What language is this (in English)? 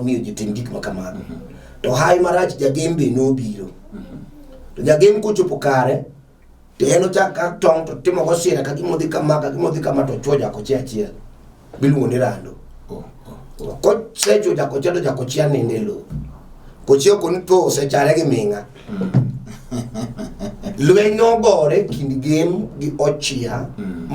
Luo (Kenya and Tanzania)